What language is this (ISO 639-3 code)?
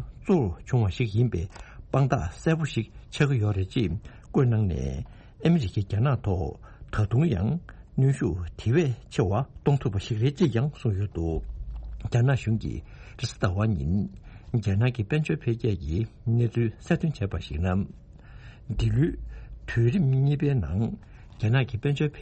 bod